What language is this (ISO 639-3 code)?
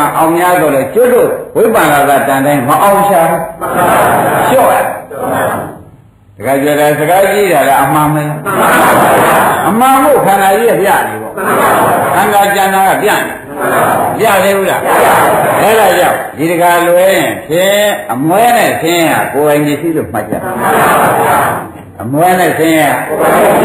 mya